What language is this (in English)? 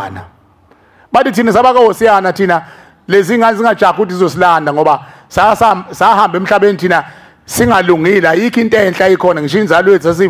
Zulu